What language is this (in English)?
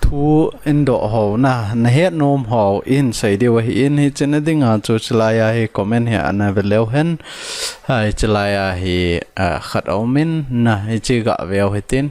Thado Chin